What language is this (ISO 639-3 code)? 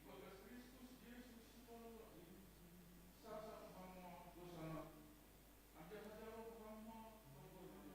bts